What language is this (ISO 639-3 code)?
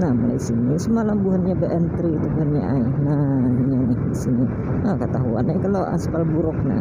bjn